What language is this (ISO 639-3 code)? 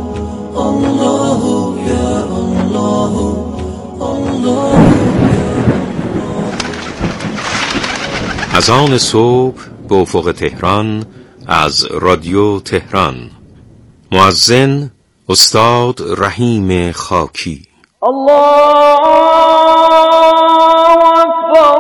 fas